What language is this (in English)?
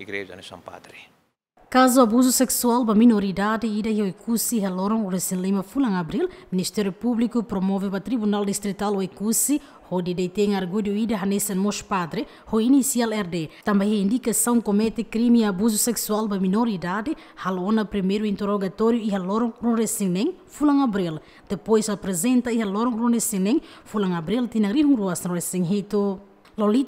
Tetum